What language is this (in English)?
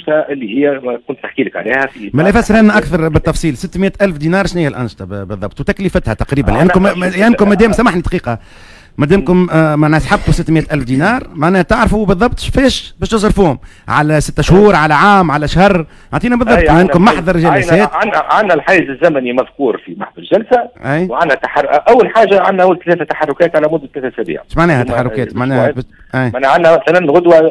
Tunisian Arabic